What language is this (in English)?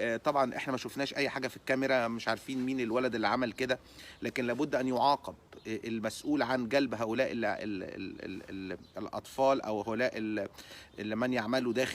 Egyptian Arabic